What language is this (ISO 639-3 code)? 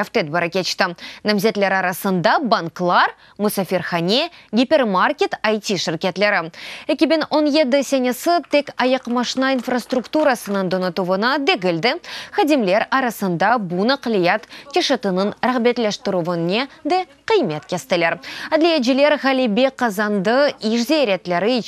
crh